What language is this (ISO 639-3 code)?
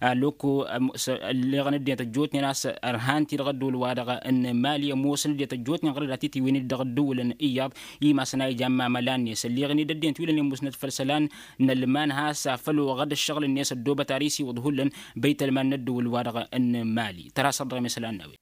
taq